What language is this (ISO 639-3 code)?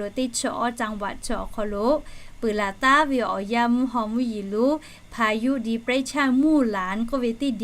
lhu